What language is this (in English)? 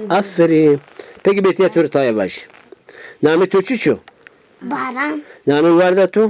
Zaza